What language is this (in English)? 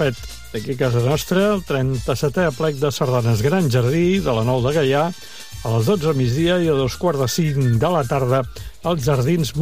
Catalan